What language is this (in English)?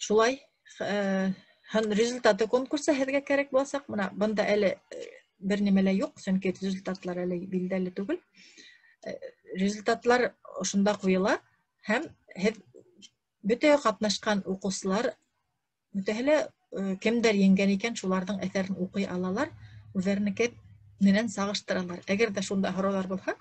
Bashkir